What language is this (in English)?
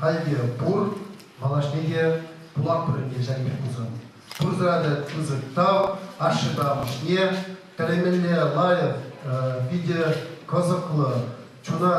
Chuvash